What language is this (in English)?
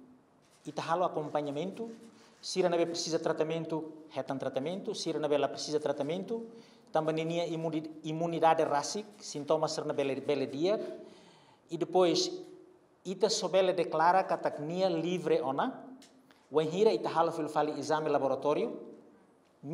Tetum